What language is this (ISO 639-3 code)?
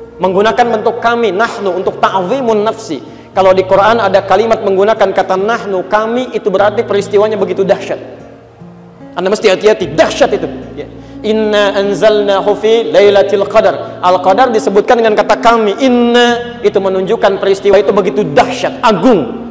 ind